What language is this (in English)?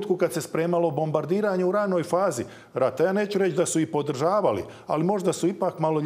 Croatian